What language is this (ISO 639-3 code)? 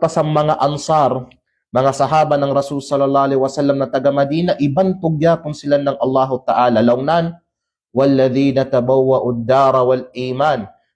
kqe